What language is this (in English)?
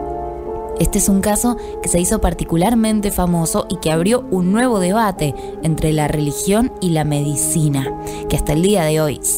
Spanish